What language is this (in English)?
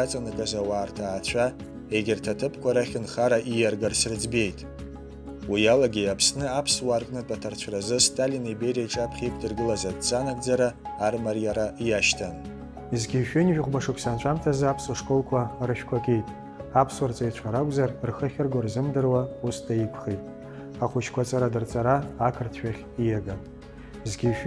Abkhazian